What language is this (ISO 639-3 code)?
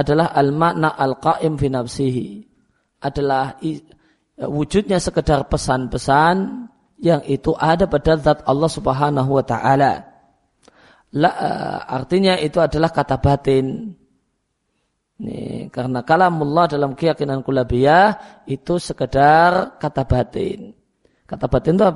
ind